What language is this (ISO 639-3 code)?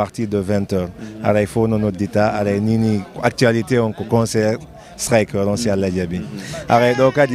ful